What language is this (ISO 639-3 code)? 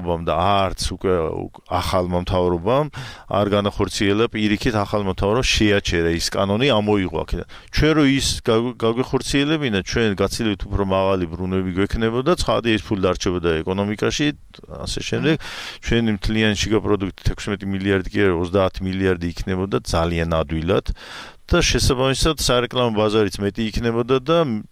kat